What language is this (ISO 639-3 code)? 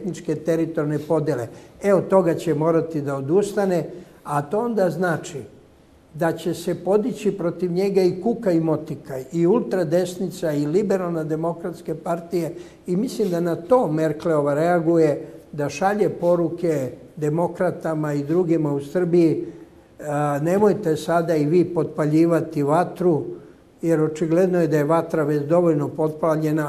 bos